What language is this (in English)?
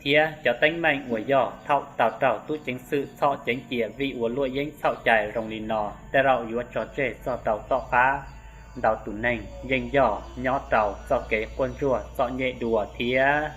Hmong